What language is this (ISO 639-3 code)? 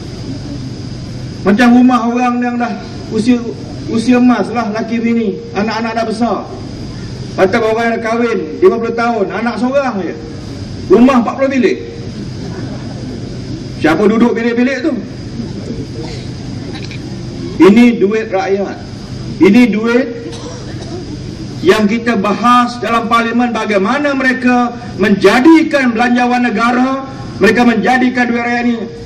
msa